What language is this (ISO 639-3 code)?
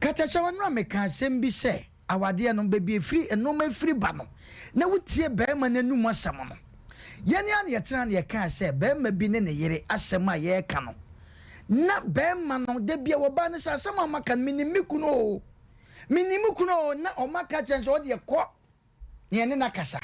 aka